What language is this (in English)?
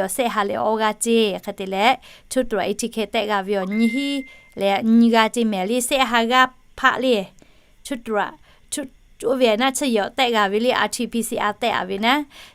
Lahu